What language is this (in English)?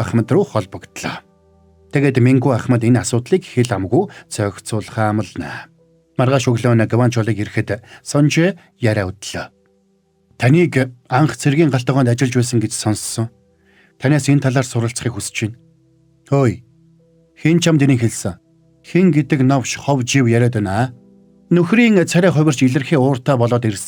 Mongolian